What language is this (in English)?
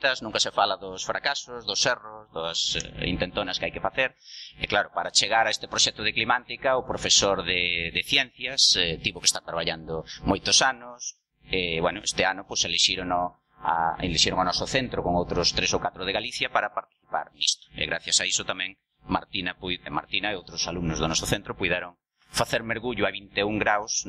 Galician